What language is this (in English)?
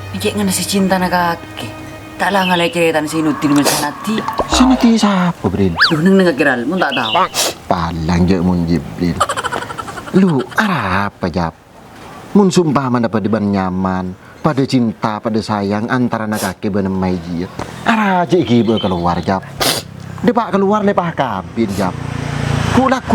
Madurese